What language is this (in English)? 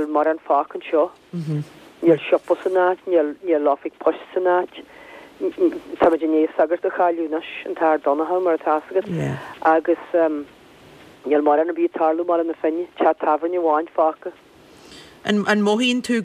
Irish